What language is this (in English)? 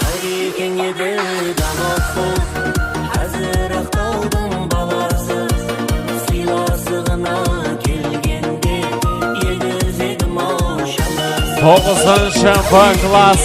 Kara-Kalpak